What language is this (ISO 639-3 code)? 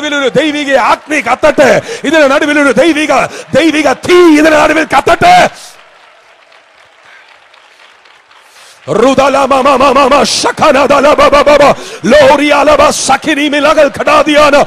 mal